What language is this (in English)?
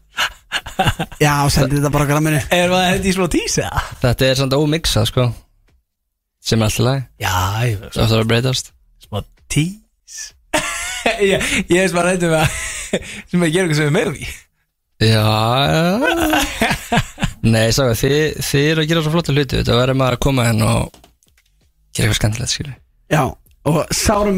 Icelandic